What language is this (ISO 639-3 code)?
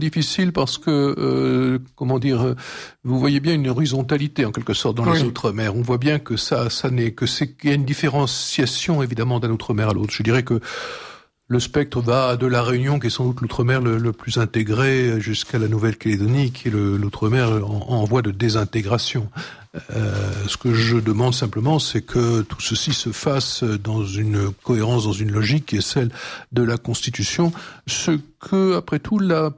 fra